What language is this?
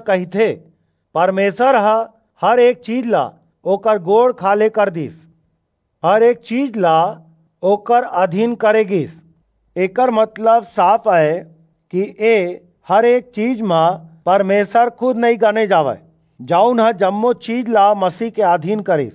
Chhattisgarhi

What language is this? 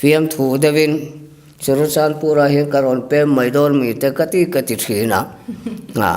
Mizo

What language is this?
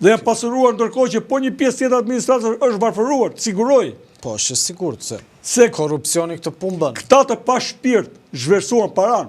Albanian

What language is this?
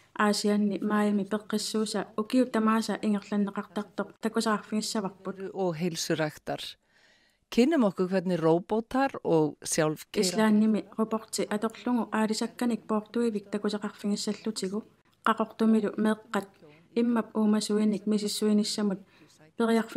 Kalaallisut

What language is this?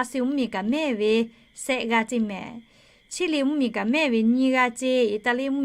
Lahu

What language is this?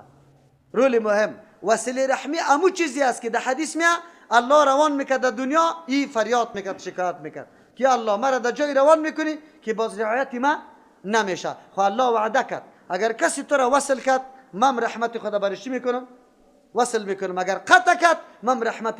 Persian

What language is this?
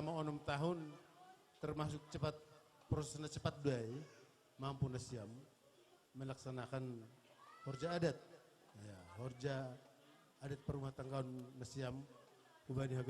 Batak Simalungun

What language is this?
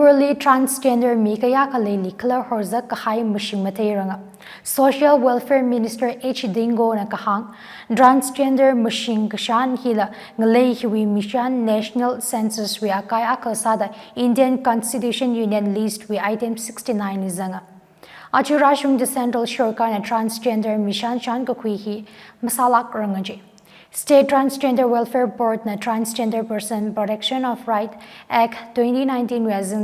Tangkhul Naga (India)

